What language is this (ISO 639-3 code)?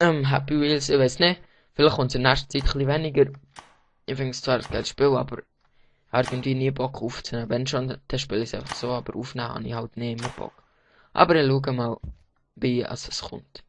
gsw